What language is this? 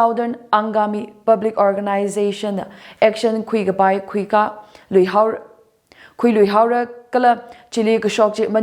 Tangkhul Naga (India)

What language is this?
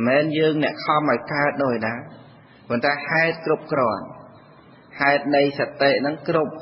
Khmer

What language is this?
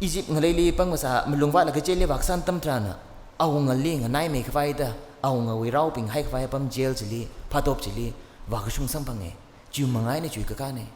Tangkhul Naga (India)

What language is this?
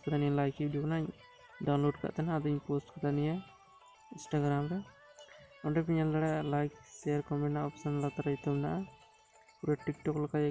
Santali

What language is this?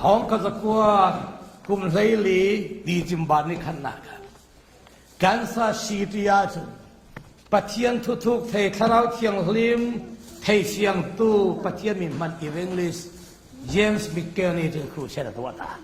Falam Chin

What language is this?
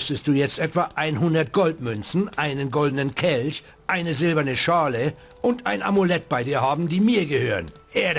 Bavarian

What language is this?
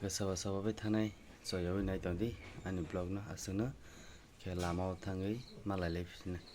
Kok Borok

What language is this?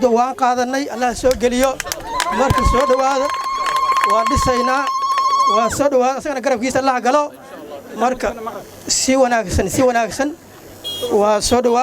Somali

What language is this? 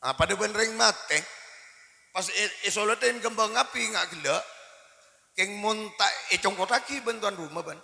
Madurese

